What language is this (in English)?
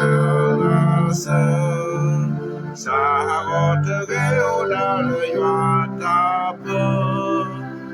S'gaw Karen